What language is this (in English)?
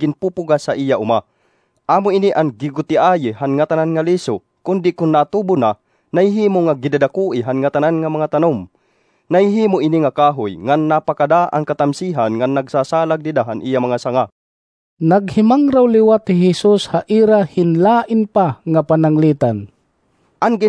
Waray